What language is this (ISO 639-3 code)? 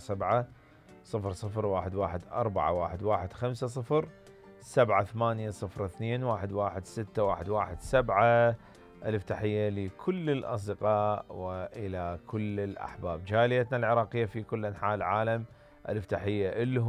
acm